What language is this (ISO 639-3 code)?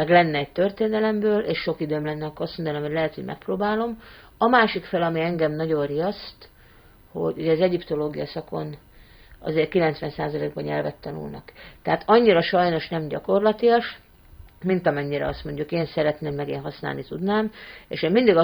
hun